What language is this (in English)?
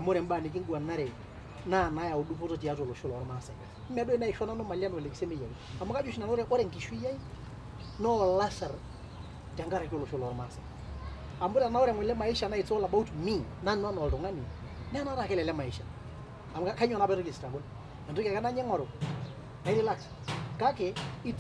Masai